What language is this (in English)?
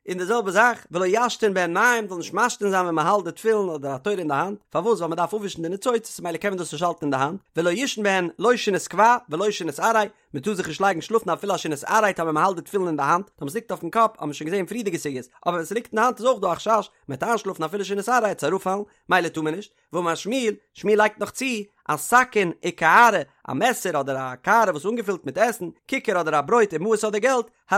Yiddish